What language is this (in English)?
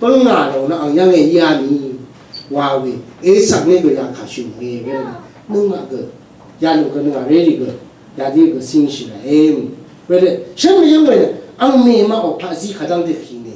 Rawang